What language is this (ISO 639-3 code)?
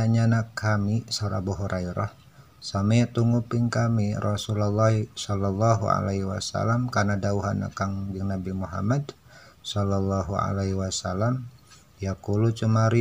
sun